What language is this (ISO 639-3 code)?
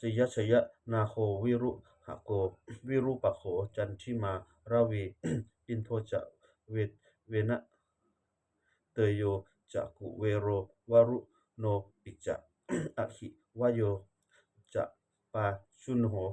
pli